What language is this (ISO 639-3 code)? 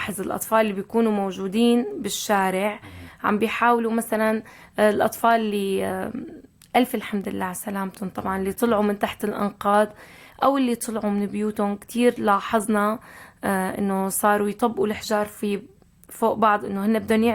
apc